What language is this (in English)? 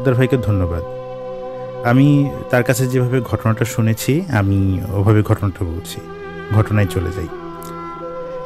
Bangla